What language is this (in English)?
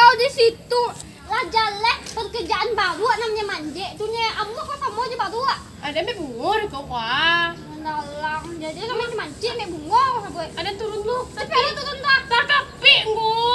Minangkabau